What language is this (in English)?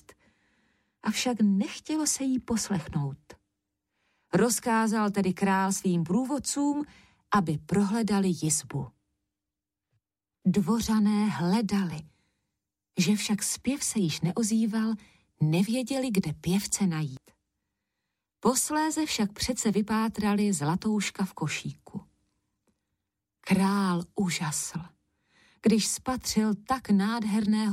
Czech